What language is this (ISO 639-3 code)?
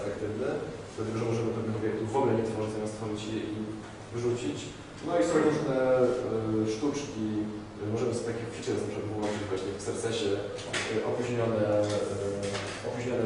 pol